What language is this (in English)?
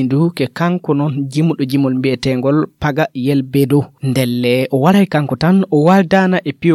Fula